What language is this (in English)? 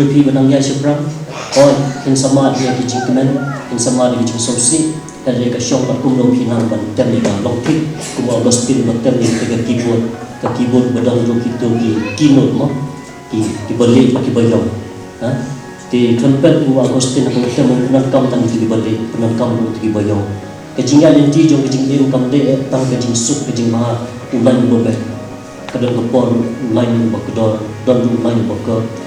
Khasi